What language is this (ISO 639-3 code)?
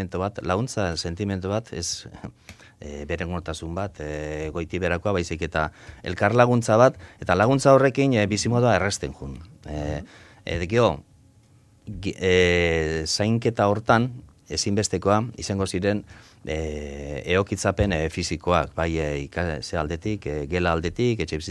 eus